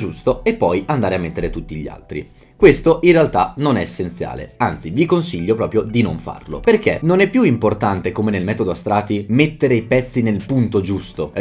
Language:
Italian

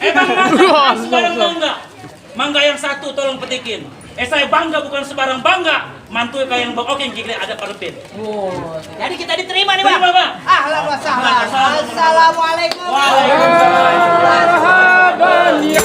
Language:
Betawi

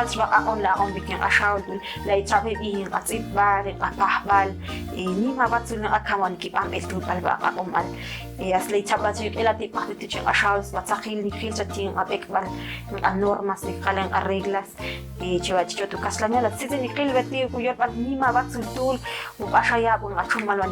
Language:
Ixil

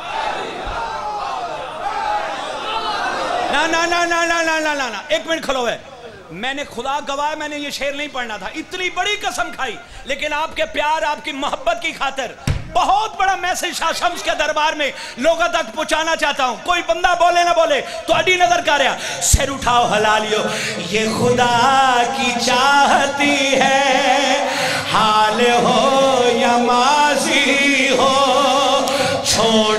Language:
Urdu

